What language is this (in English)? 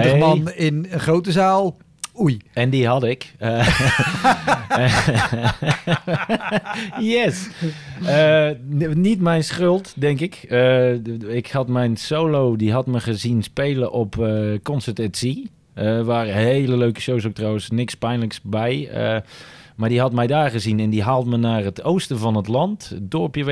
Dutch